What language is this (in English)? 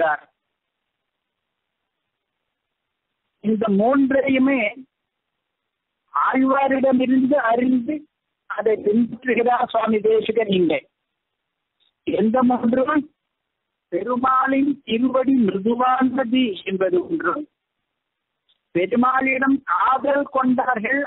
Tamil